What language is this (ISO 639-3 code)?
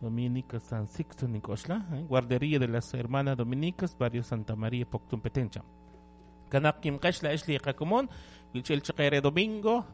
kek